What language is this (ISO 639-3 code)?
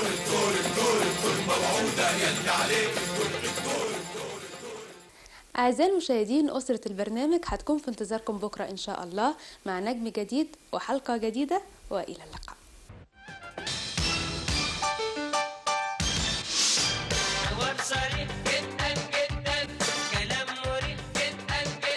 arz